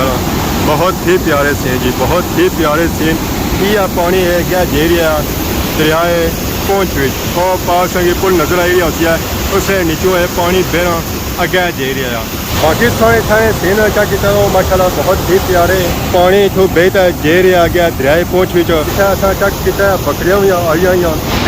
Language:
Pahari-Potwari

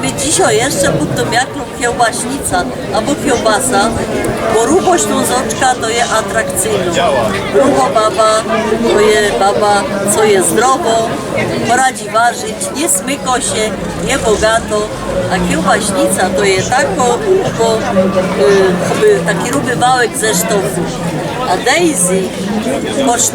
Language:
Silesian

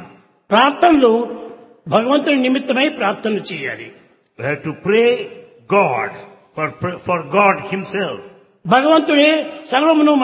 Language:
Telugu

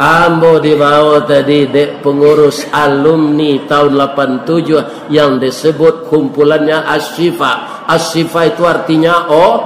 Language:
Minangkabau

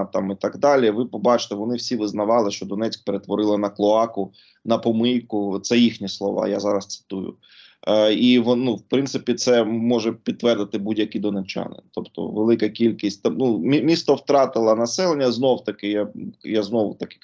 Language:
Ukrainian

